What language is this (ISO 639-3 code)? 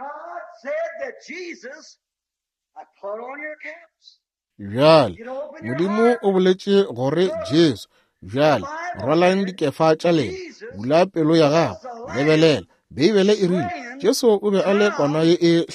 nso